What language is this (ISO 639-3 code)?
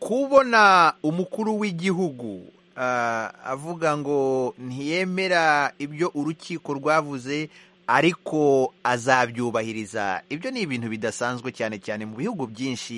kin